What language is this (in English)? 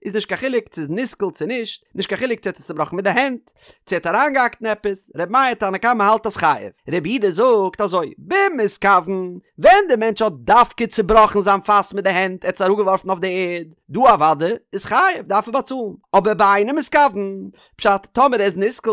Yiddish